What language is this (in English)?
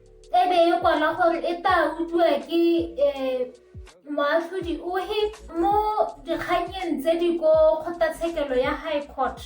Tswana